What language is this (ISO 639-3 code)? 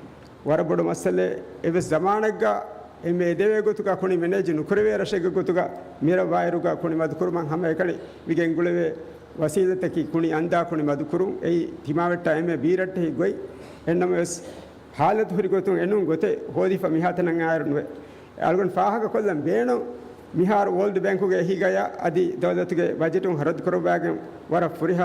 div